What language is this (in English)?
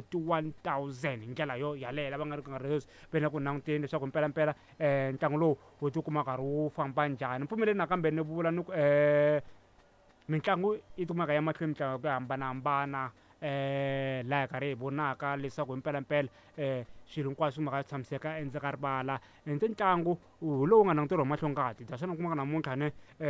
Tsonga